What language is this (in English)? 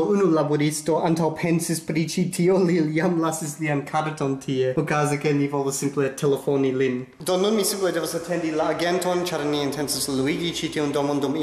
Esperanto